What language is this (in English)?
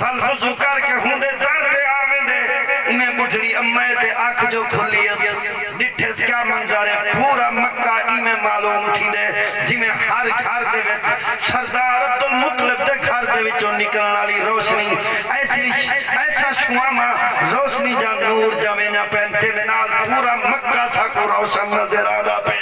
Saraiki